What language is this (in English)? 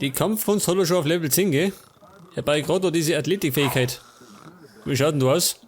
Bavarian